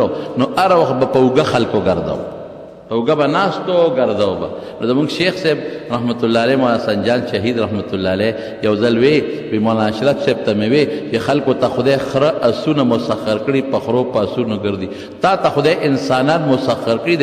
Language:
Pashto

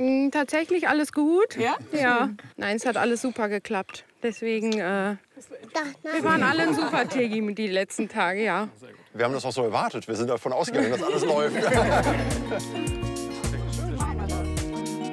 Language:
German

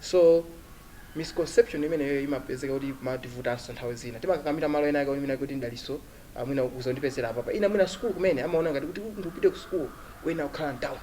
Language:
Nyanja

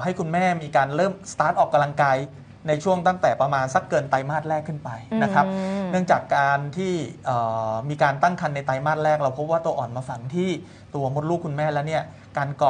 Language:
Thai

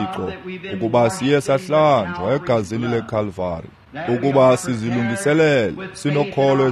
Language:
Xhosa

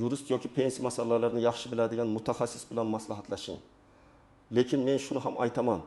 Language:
Uzbek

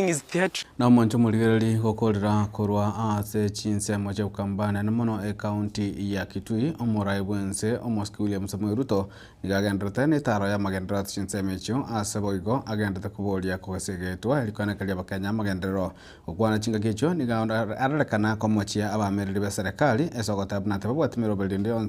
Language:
Gusii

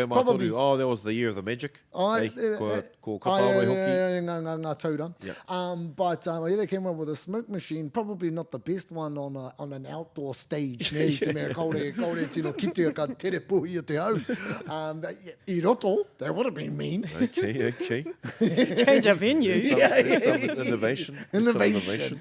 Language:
Māori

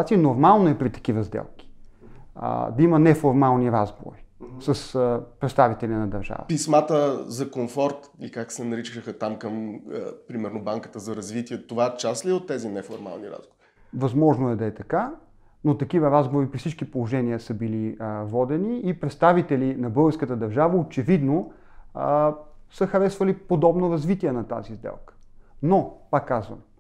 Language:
Bulgarian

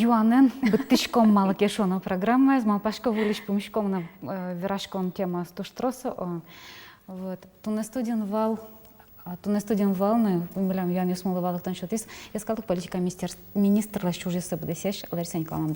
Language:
Udmurt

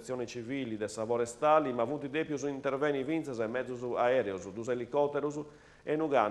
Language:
Sardinian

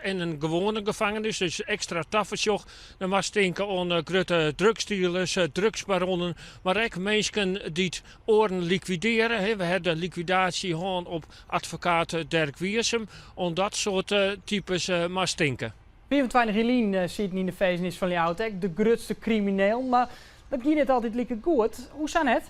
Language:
Western Frisian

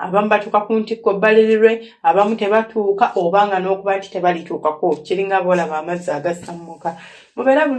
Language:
Ganda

